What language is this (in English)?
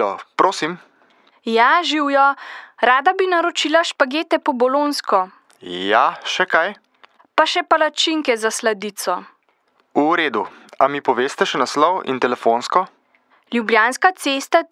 Slovenian